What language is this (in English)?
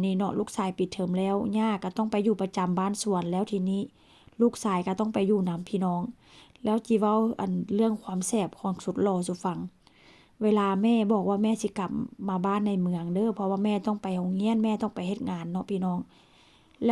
Northeastern Thai